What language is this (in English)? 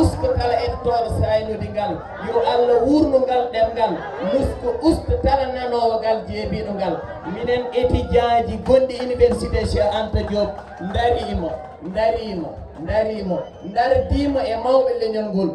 Fula